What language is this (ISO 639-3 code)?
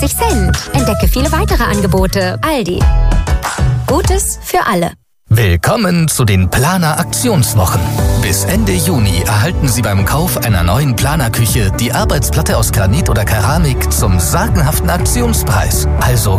deu